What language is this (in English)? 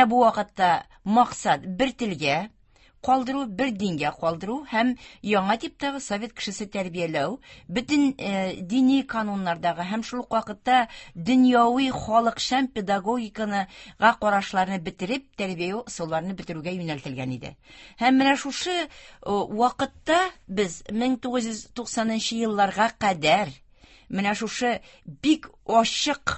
Tatar